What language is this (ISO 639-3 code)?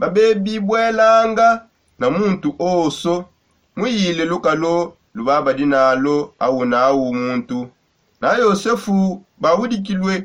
sop